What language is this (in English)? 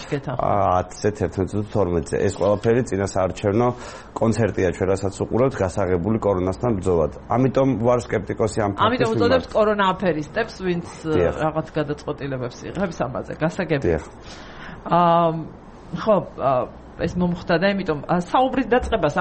Georgian